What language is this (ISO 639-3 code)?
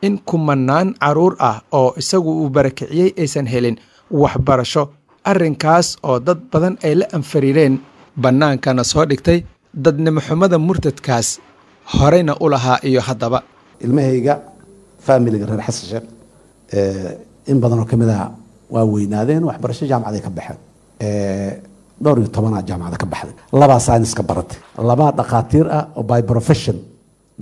som